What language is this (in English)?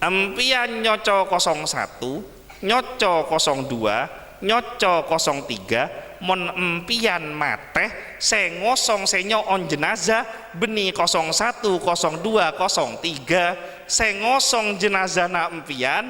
Madurese